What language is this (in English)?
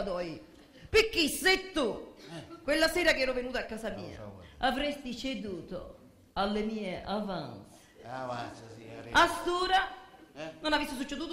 Sicilian